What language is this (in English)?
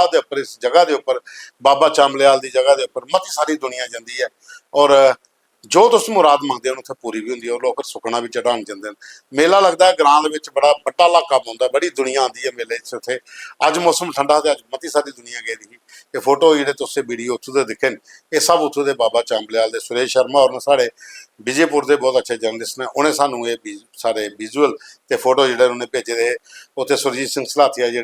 Dogri